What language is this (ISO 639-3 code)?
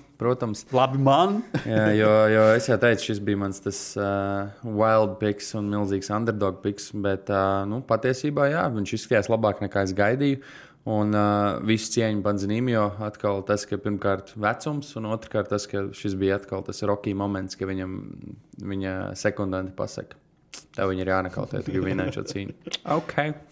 lav